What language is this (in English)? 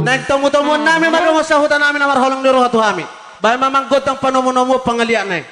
Batak Toba